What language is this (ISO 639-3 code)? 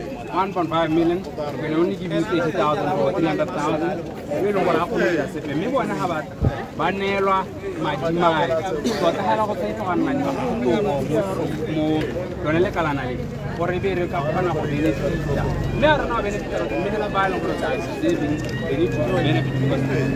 tsn